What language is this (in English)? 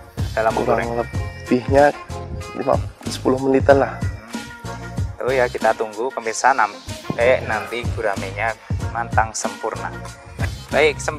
Indonesian